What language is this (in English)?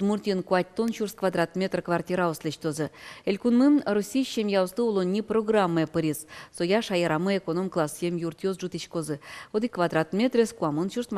Udmurt